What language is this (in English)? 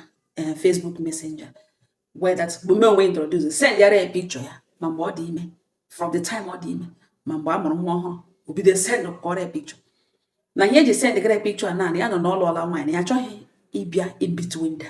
Igbo